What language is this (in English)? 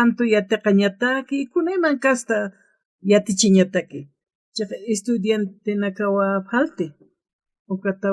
Aymara